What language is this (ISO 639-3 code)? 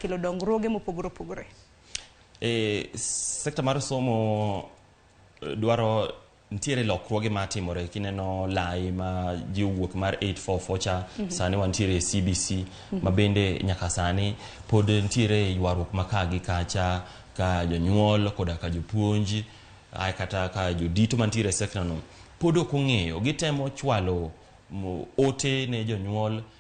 luo